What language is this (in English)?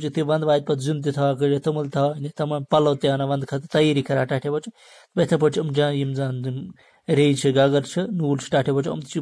Kashmiri